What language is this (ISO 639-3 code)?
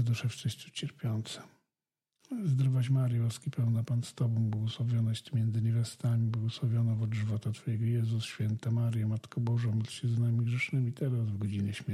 pol